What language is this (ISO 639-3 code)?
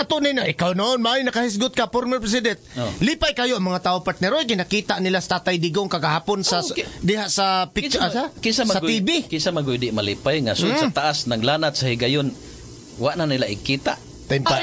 ceb